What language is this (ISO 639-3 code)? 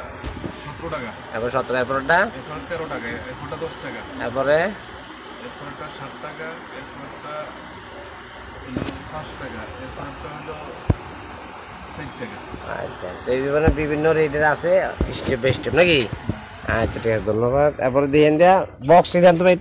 ben